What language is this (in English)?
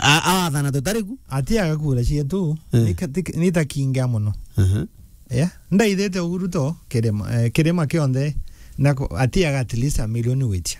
Meru